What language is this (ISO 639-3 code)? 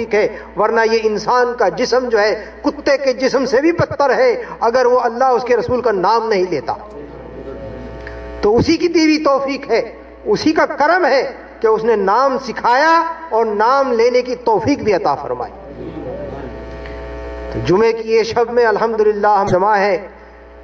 urd